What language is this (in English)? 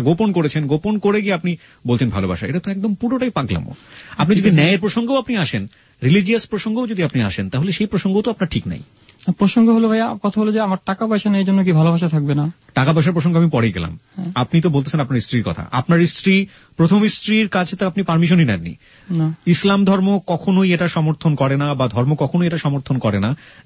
Bangla